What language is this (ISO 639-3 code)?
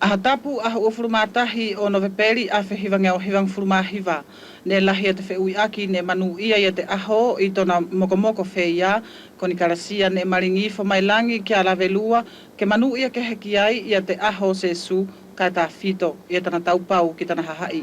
wls